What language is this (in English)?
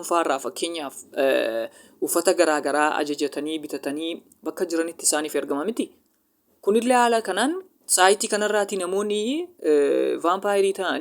Oromo